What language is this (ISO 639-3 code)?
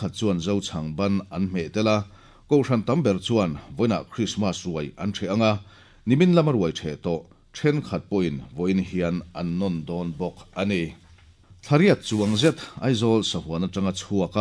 lus